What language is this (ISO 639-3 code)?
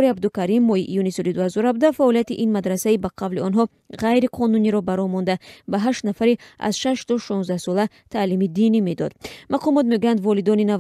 tgk